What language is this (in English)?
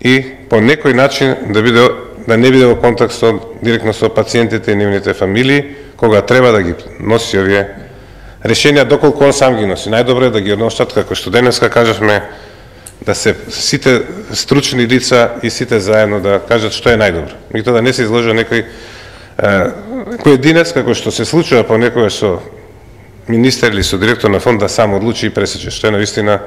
Macedonian